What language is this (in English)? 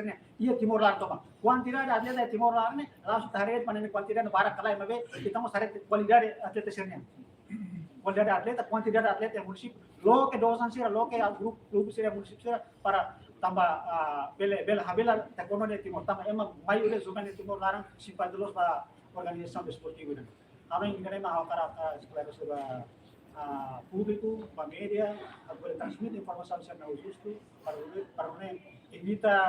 Tetum